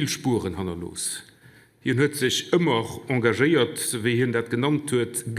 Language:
Luxembourgish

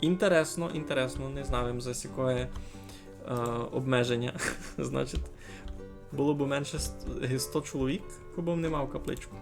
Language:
Rusyn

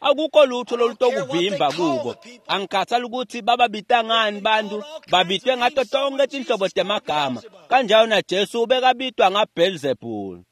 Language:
Swati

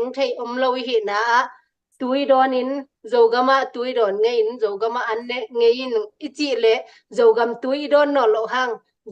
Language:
Tedim Chin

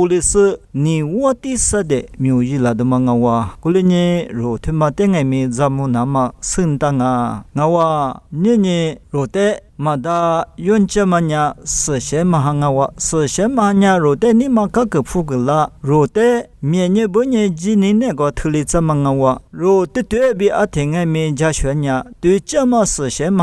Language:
Lisu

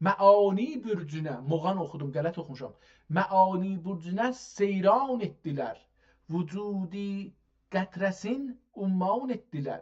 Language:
South Azerbaijani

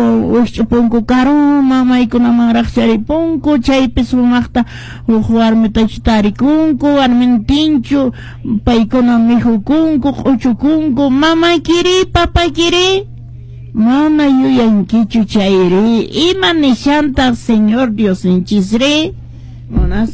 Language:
Quechua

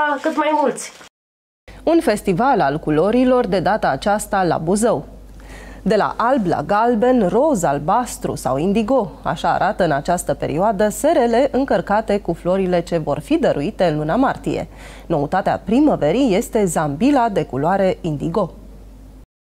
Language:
Romanian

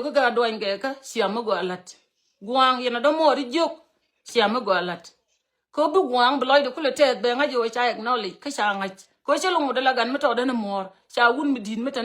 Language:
Nuer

